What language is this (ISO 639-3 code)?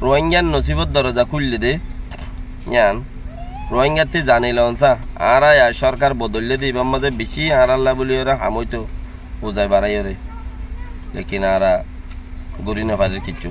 rhg